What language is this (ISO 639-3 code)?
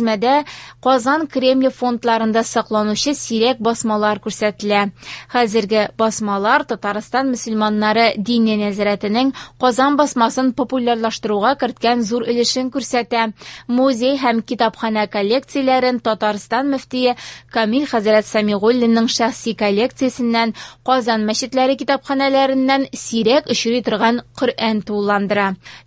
tat